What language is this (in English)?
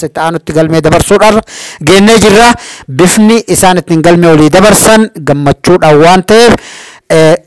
Oromo